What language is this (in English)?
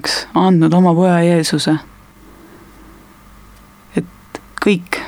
Estonian